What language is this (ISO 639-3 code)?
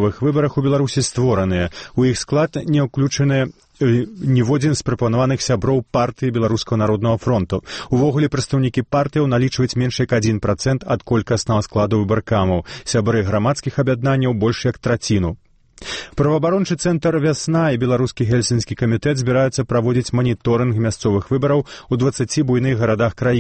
bel